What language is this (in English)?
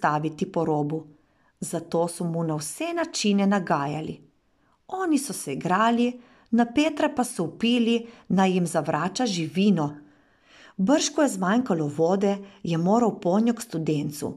Slovenian